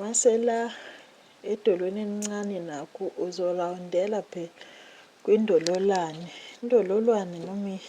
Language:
Zulu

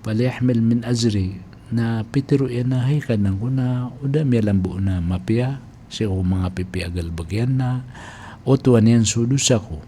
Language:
Maranao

